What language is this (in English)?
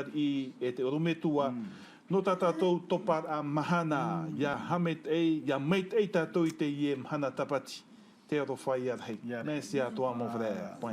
Tahitian